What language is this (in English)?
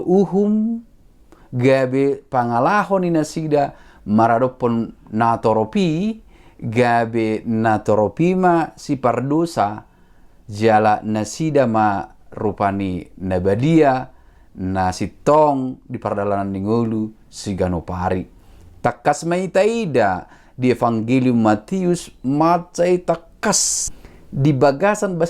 Batak Toba